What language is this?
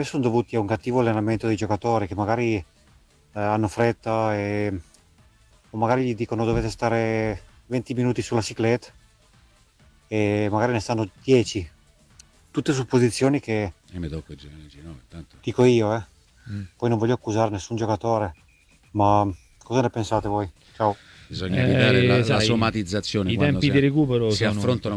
Italian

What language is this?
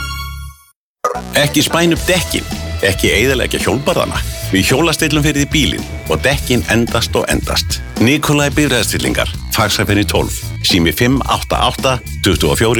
Icelandic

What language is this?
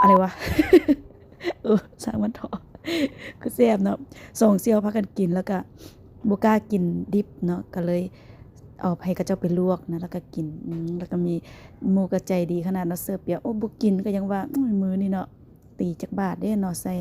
Lao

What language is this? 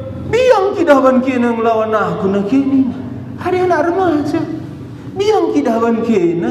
Batak Karo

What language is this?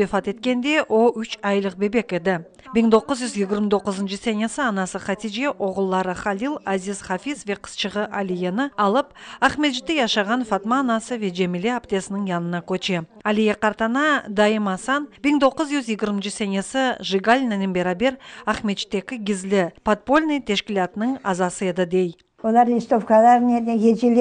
Crimean Tatar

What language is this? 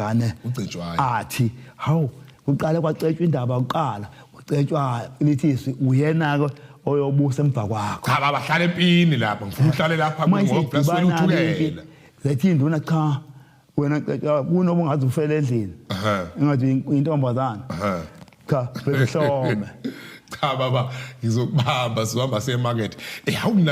Zulu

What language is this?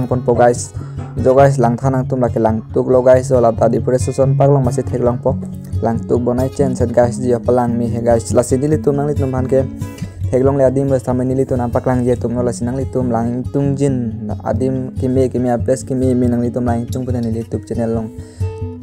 Karbi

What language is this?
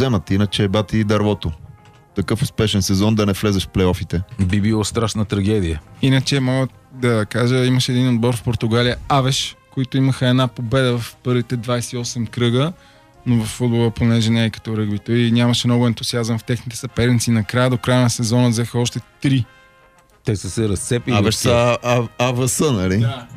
Bulgarian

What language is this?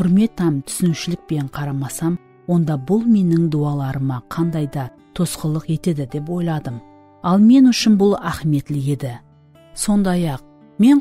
Kara-Kalpak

